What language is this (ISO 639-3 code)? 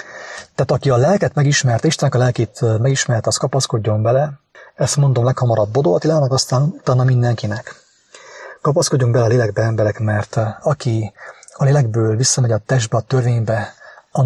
hun